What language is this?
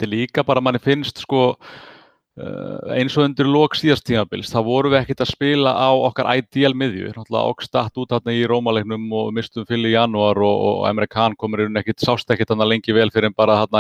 Icelandic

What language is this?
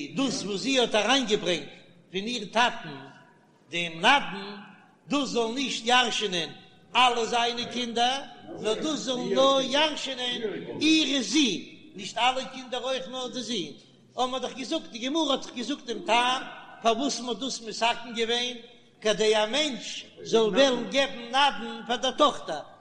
Yiddish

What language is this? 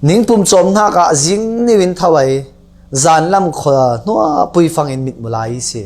Falam Chin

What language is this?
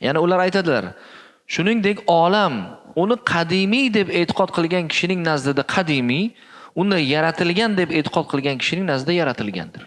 Uzbek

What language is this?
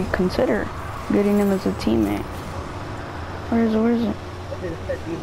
English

